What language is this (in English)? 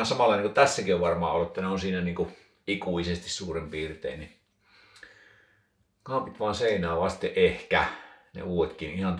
Finnish